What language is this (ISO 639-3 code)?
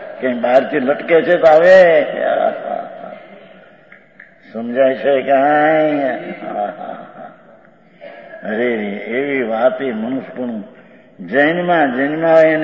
guj